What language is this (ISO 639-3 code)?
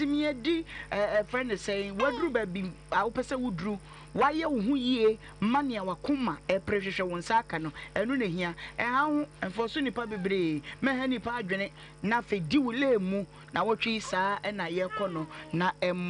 aka